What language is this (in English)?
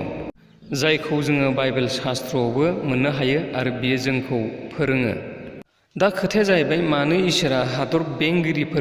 Bodo